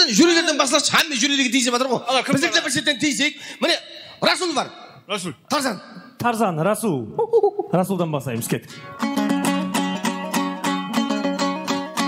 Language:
Kazakh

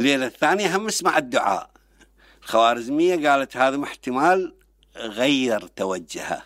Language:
Mesopotamian Arabic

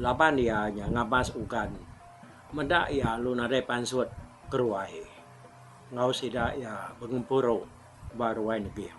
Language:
Iban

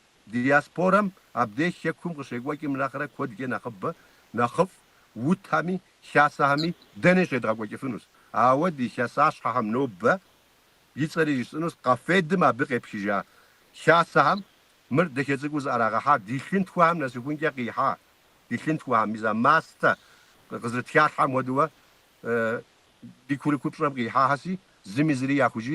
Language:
Kabardian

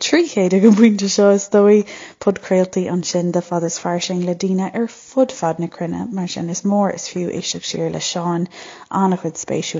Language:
Irish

